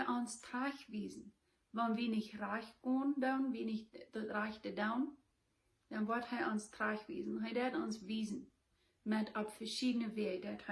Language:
Plautdietsch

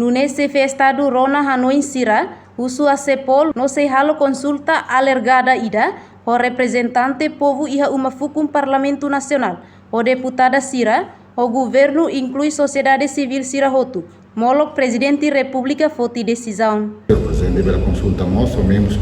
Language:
Tetum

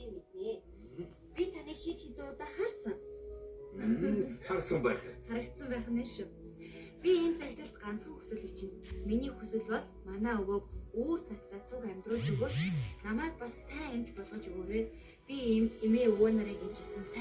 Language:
Mongolian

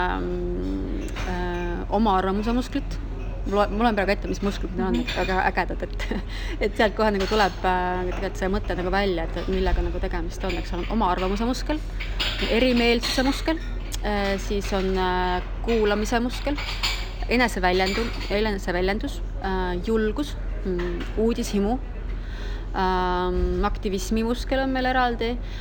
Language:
Estonian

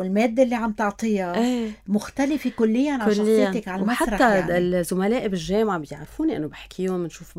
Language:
North Levantine Arabic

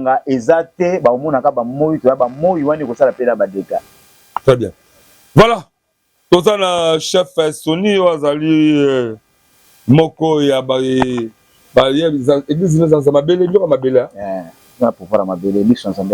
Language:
Lingala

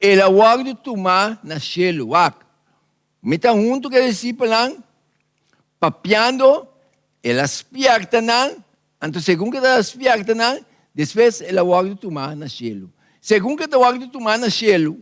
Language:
Papiamento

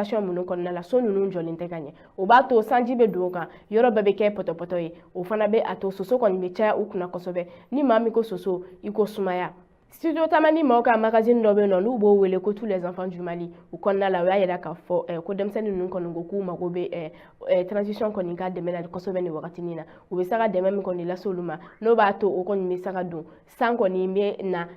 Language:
Bambara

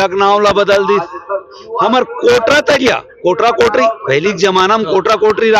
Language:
Chhattisgarhi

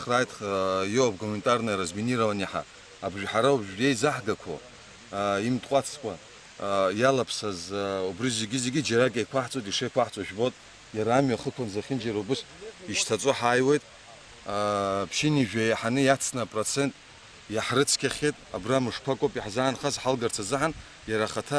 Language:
Abkhazian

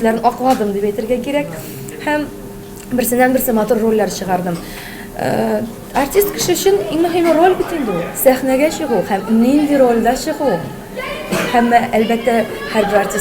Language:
Tatar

